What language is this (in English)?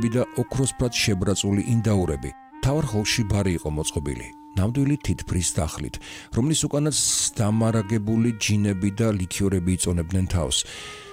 Georgian